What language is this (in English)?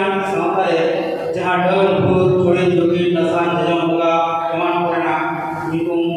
Santali